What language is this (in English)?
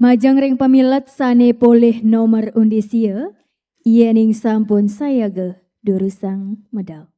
Balinese